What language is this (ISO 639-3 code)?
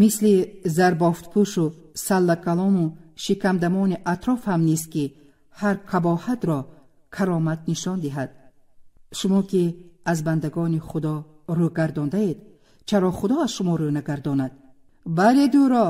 tgk